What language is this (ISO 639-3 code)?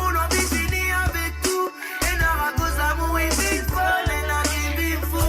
mfe